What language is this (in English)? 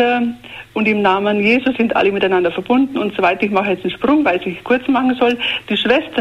German